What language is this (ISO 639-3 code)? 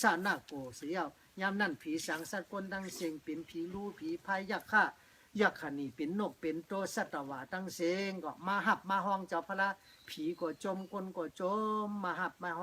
shn